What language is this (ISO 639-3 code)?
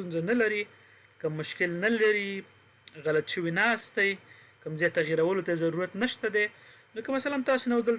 pus